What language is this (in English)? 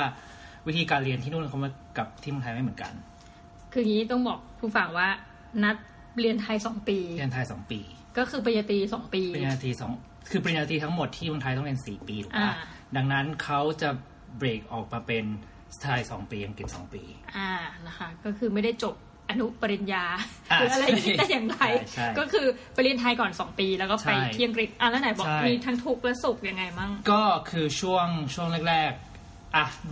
Thai